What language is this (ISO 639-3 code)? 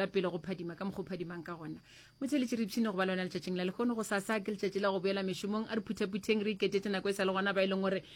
nso